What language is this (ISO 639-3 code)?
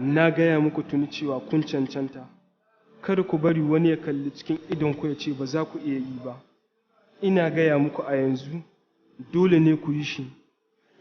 hau